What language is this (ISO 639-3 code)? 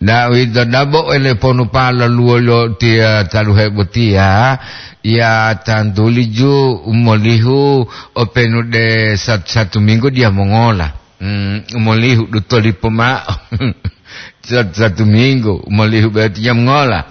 gor